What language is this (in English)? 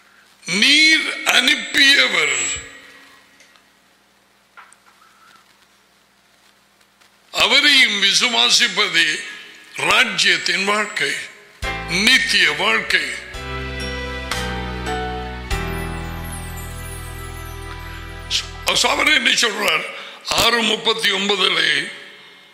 Tamil